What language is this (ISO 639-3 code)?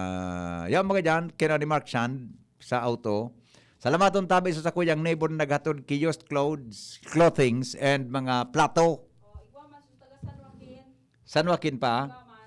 bik